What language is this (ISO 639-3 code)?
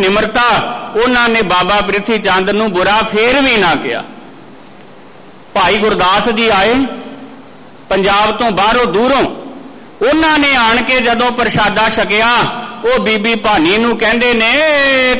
pan